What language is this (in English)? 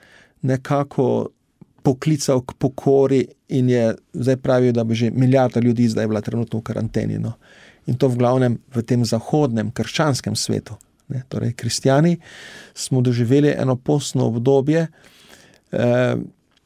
Slovenian